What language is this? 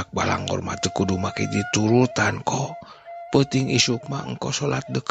Sundanese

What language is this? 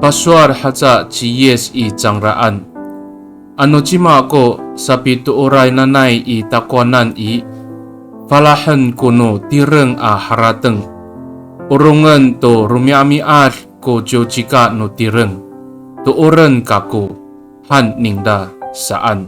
Amis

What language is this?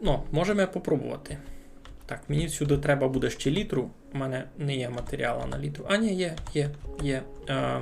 Rusyn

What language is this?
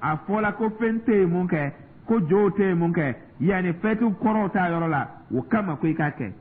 Dyula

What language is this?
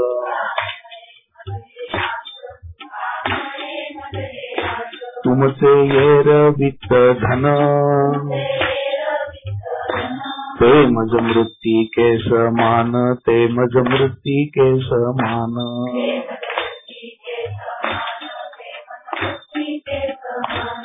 Marathi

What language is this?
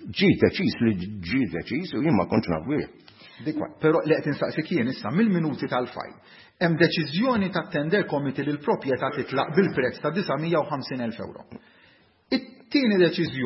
Maltese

